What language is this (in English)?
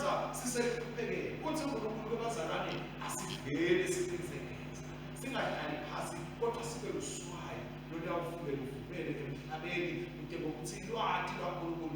Swati